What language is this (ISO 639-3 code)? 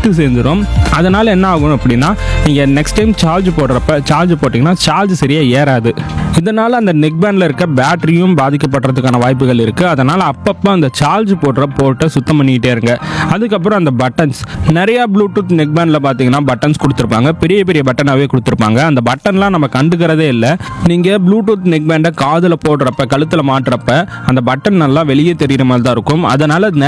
tam